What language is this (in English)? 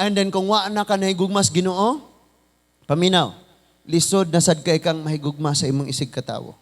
Cebuano